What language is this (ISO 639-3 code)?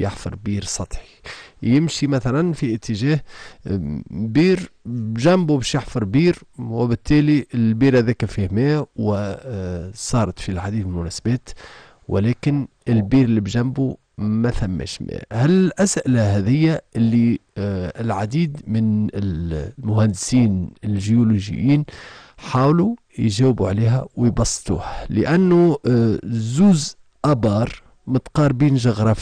aeb